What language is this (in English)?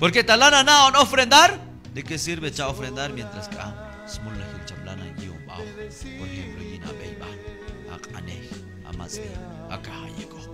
Q'anjob'al